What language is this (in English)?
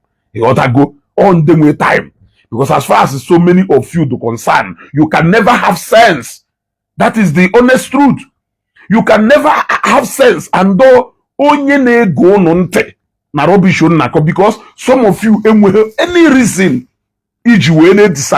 Igbo